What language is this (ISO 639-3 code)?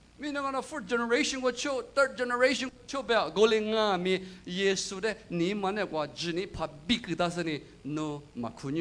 lis